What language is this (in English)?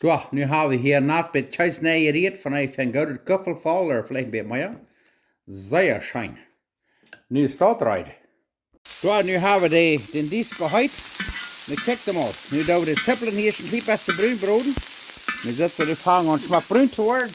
Plautdietsch